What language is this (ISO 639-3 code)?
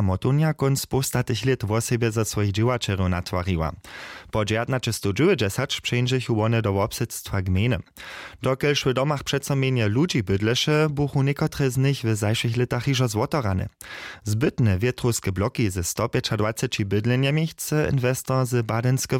hsb